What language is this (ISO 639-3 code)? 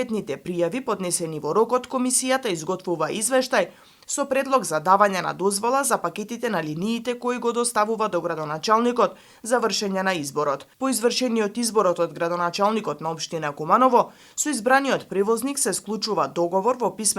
mkd